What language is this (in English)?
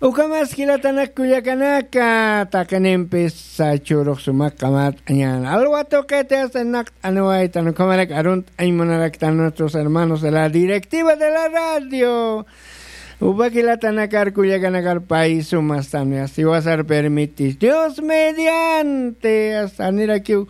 Aymara